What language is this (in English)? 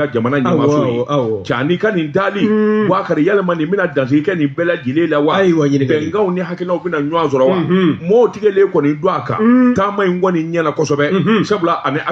Bambara